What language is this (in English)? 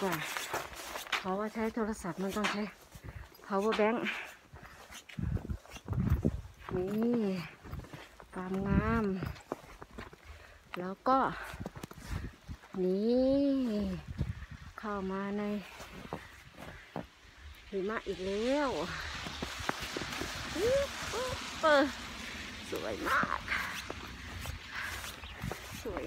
Thai